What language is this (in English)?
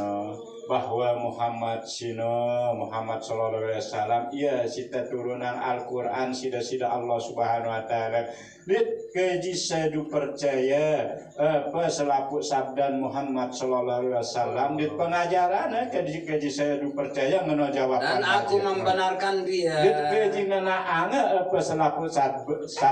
Sasak